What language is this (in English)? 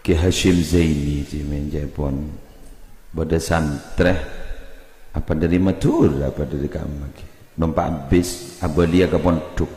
Madurese